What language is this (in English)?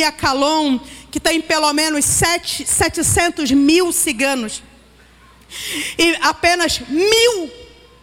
Portuguese